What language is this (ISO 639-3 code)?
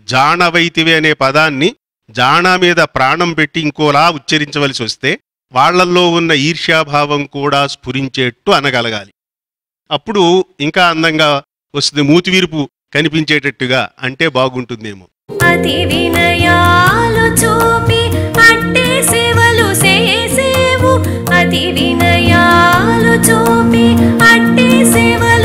tel